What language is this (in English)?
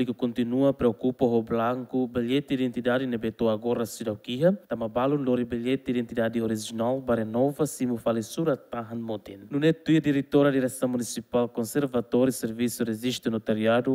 Tetum